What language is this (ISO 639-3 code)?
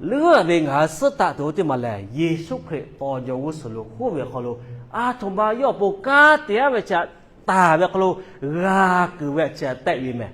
lhu